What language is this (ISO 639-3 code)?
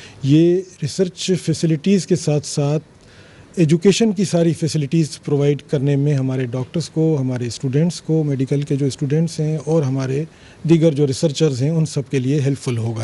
urd